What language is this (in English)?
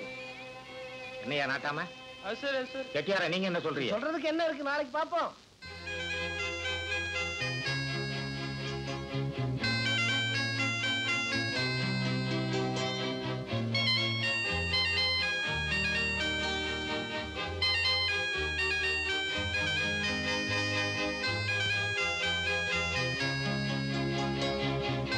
Tamil